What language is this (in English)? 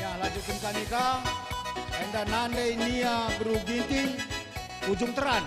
Batak Karo